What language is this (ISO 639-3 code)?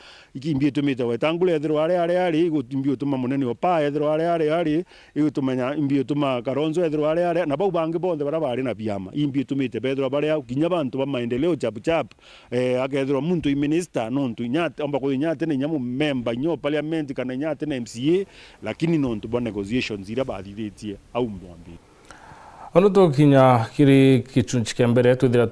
mer